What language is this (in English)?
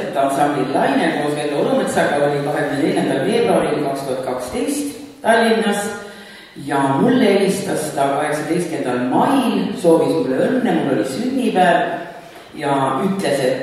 Estonian